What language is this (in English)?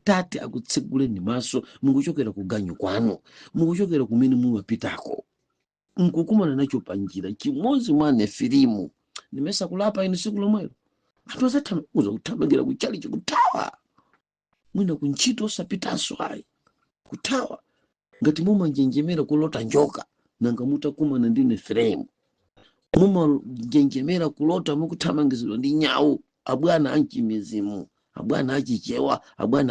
Nyanja